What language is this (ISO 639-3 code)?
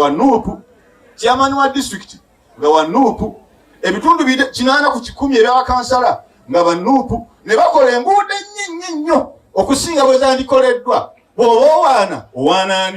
lug